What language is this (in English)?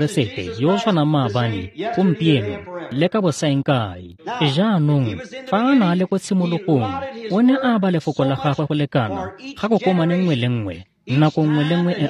Tswana